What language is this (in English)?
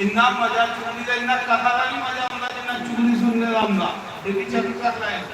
Dogri